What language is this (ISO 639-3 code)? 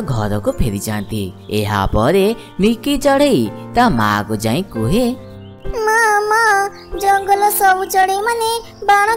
ori